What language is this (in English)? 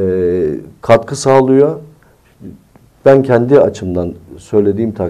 Turkish